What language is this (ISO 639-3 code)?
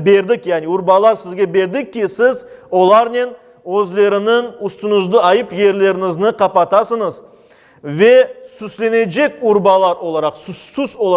crh